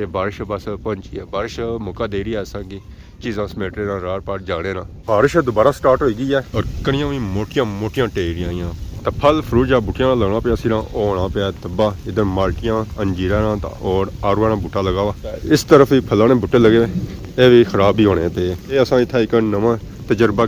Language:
Pahari-Potwari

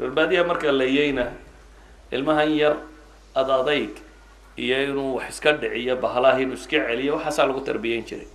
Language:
Somali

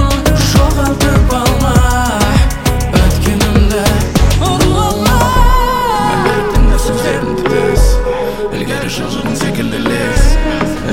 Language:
Kazakh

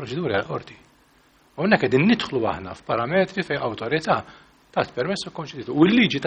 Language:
Maltese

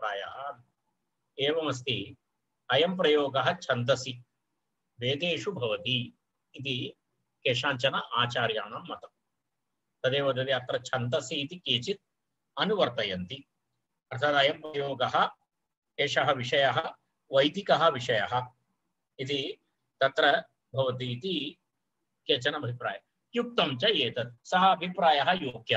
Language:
Sanskrit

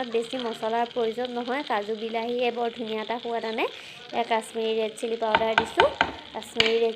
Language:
Assamese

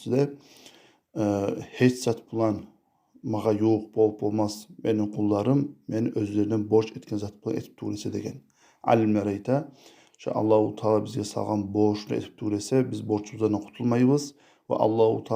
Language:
Kumyk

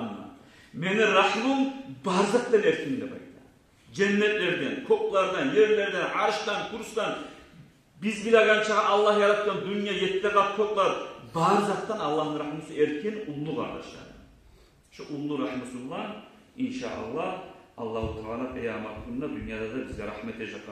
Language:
Kumyk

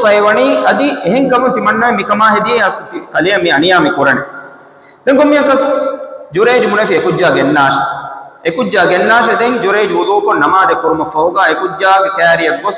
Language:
Divehi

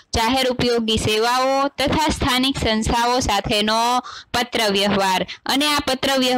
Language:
Gujarati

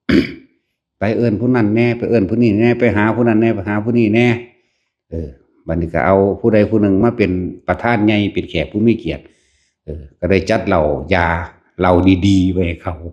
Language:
Lao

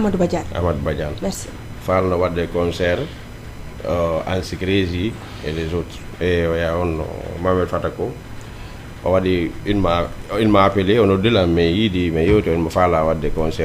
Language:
Fula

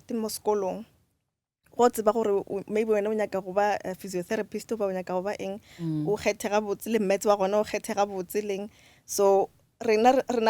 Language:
Northern Sotho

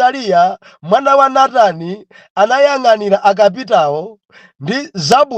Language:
Nyanja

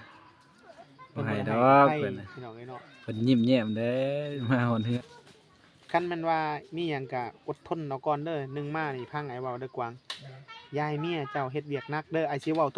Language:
Lao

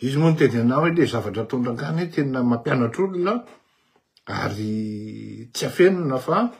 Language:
Malagasy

